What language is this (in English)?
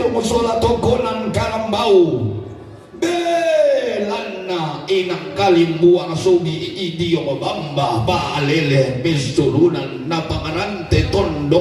Toraja-Sa'dan